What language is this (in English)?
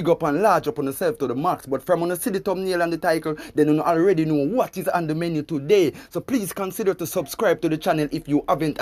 Jamaican Creole English